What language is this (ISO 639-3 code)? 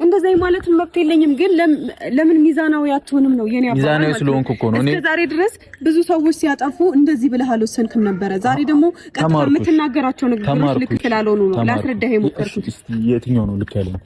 amh